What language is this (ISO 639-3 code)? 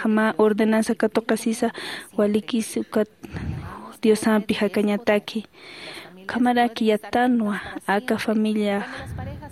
aym